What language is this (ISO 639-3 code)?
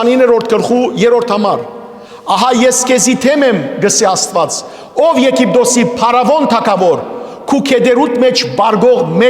hyw